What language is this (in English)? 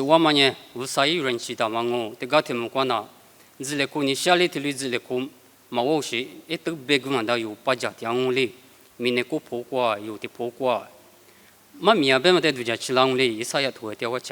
Lisu